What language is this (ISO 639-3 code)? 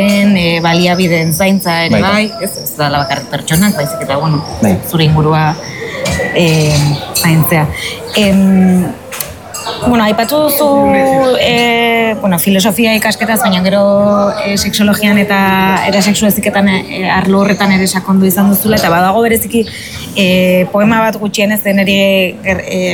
eus